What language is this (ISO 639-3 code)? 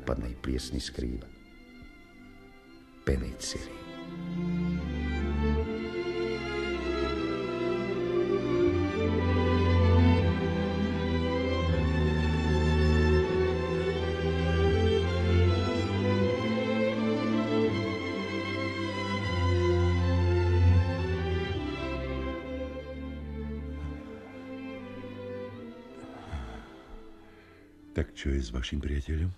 slk